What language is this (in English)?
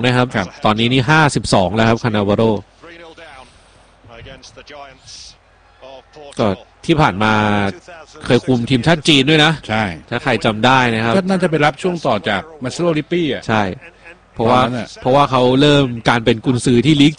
Thai